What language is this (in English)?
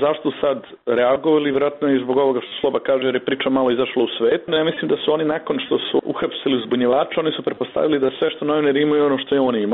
Croatian